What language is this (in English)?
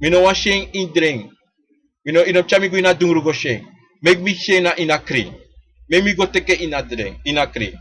Sranan Tongo